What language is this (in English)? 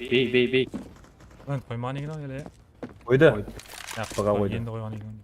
Kara-Kalpak